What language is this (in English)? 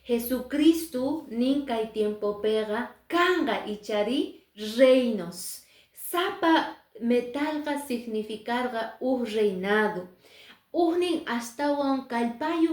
Quechua